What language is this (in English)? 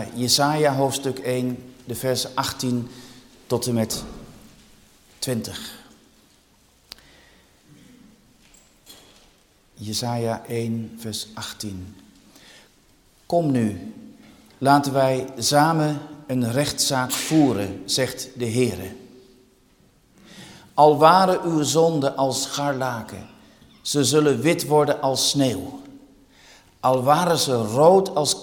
Dutch